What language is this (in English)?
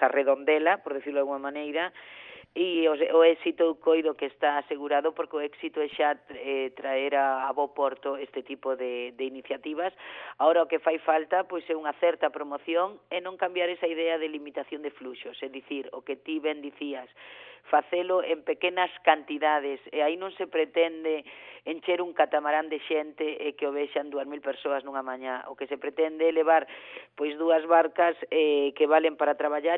Galician